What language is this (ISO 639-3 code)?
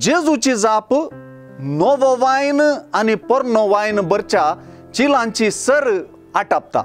kok